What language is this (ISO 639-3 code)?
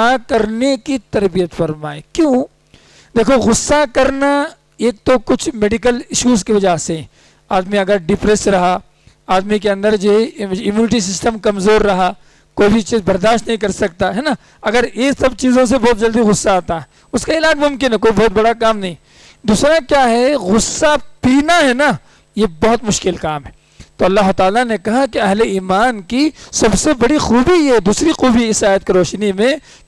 urd